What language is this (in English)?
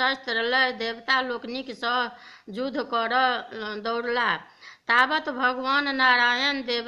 Maithili